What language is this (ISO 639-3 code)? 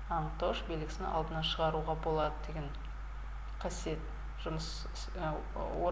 kaz